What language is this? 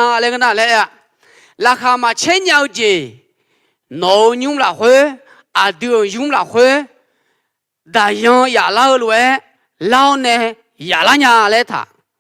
Akha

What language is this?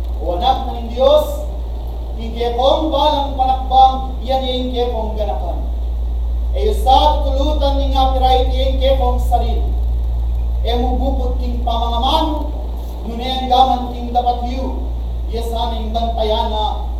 Pampanga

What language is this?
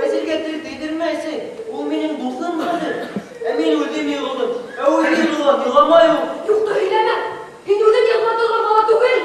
Bashkir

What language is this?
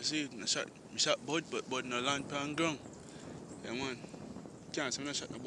Jamaican Creole English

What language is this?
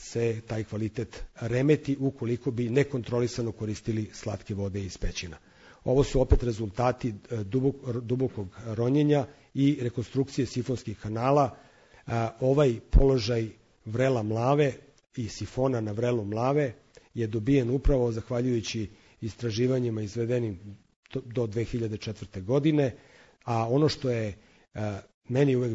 Serbian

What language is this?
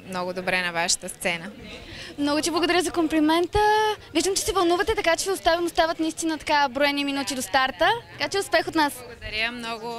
Bulgarian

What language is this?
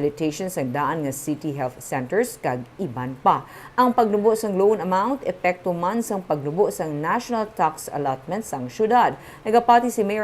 Hiligaynon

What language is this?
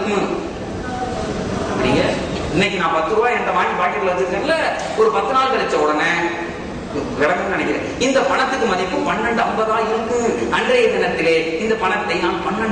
Tamil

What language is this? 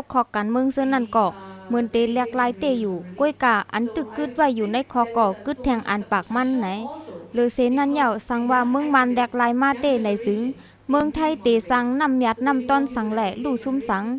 Shan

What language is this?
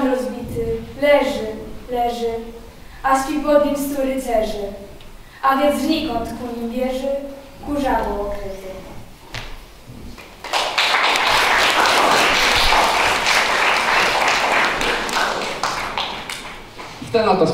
Polish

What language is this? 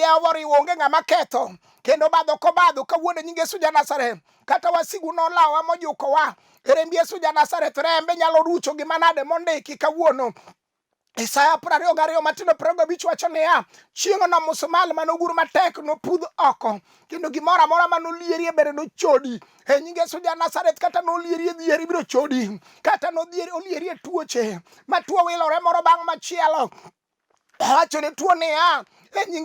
Luo (Kenya and Tanzania)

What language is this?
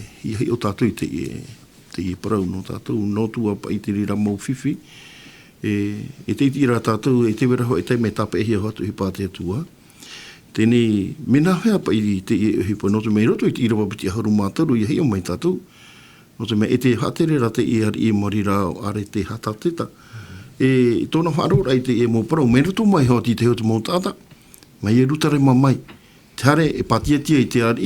Tahitian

